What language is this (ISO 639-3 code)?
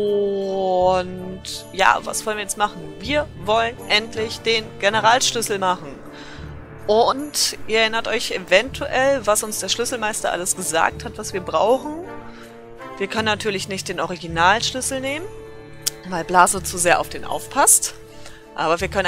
deu